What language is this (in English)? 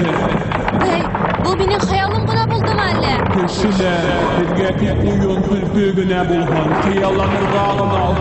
Bashkir